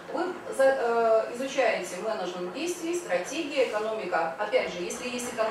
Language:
Russian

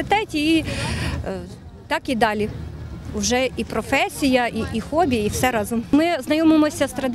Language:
Ukrainian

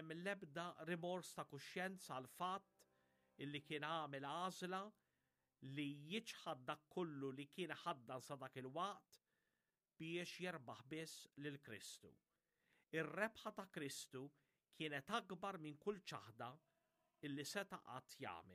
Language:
Maltese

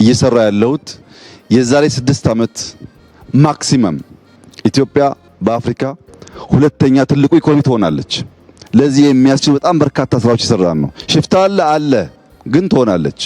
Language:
Amharic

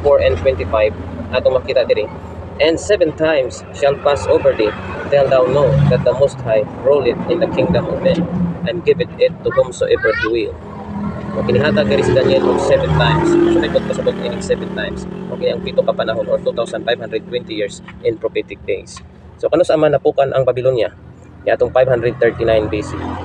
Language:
Cebuano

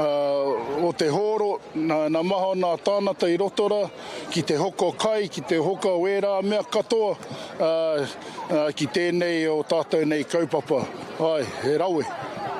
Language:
Māori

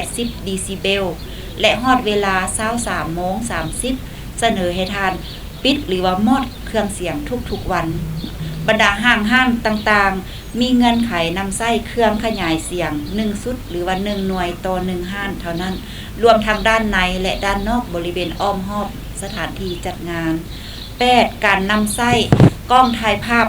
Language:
Lao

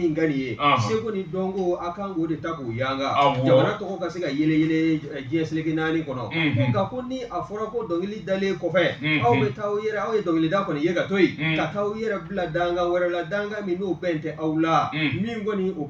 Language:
Bambara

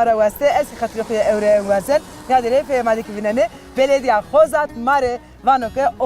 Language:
Zaza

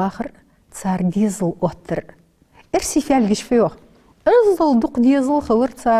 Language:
Ingush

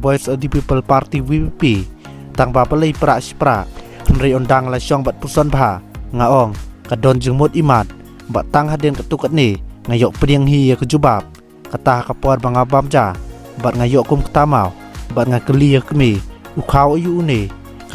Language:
Khasi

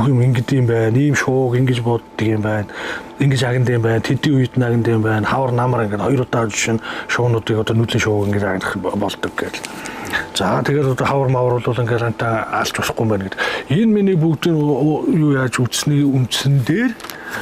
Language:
Mongolian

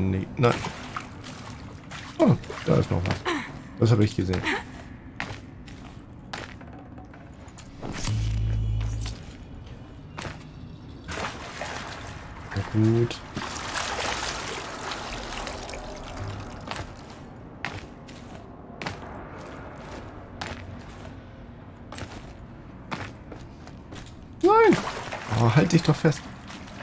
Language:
German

